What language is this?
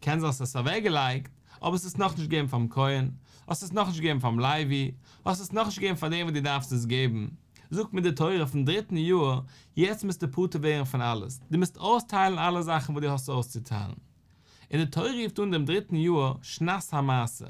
Yiddish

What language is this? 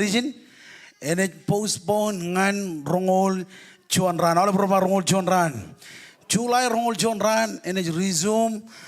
Marshallese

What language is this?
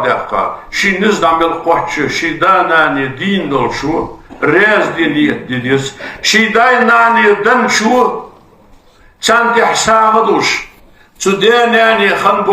Ingush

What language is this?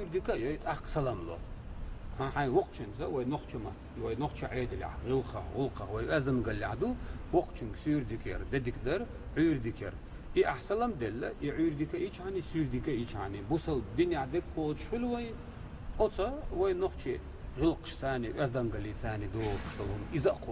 Chechen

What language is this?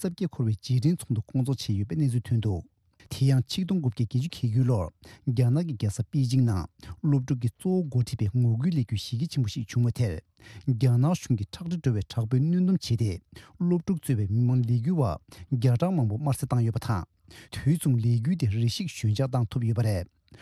Tibetan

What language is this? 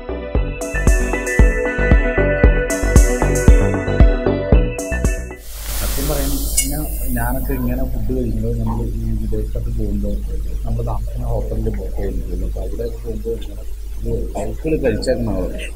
Malayalam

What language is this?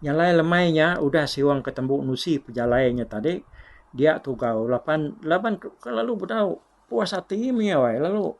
Iban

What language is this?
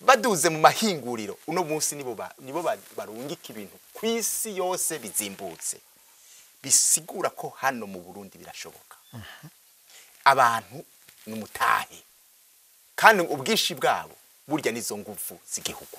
Rundi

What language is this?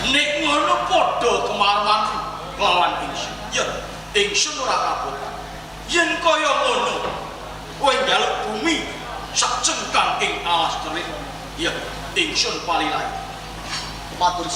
Javanese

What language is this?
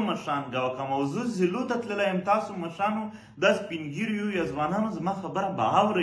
Pashto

